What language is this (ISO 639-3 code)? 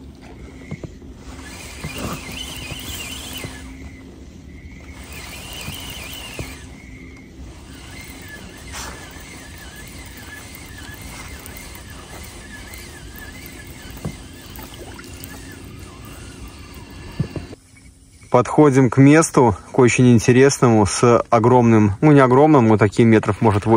rus